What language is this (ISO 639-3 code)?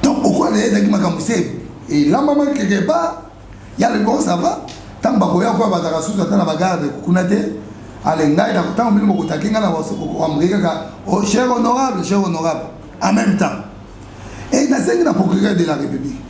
lin